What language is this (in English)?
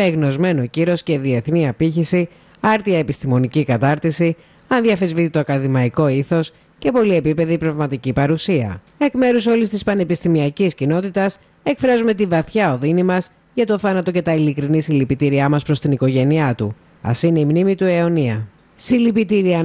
Greek